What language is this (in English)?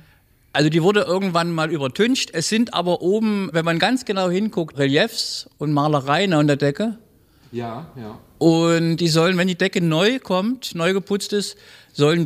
German